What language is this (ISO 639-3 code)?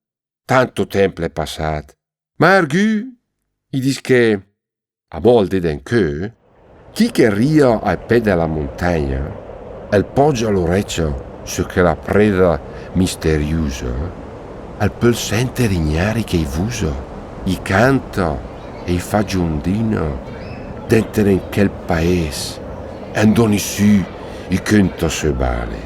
lmo